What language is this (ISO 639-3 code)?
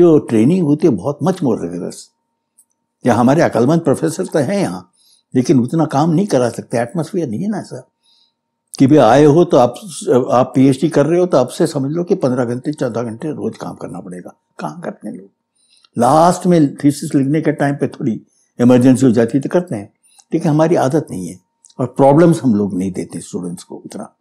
hin